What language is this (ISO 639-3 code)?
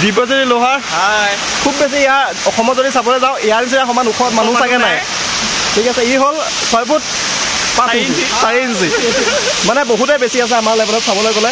asm